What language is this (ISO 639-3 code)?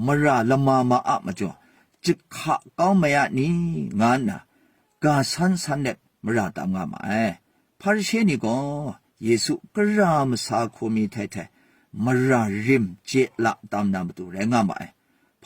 kac